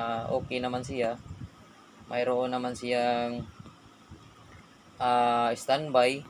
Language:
Filipino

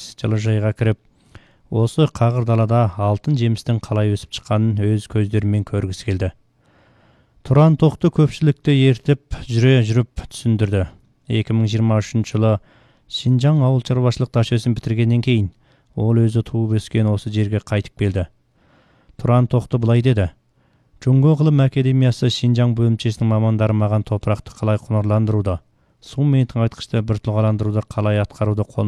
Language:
Kazakh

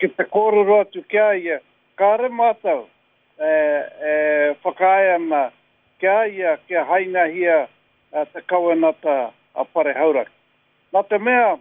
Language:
Māori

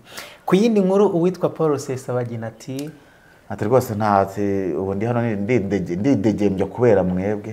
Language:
Kinyarwanda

